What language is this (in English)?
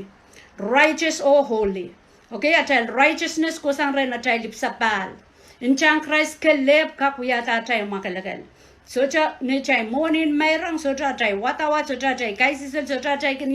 Pohnpeian